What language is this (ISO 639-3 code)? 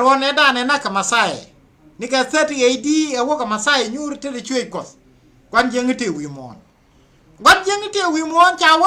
nus